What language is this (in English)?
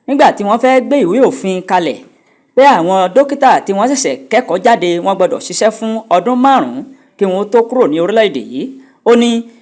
Yoruba